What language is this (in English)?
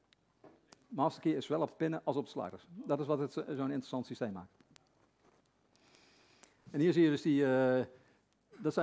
Dutch